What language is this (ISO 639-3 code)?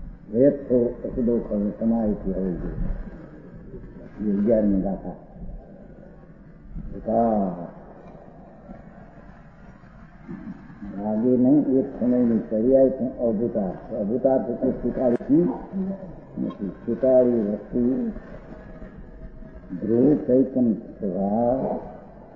guj